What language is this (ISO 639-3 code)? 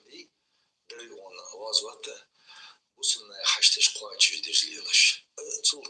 inh